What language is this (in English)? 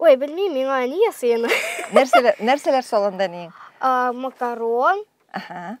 Tatar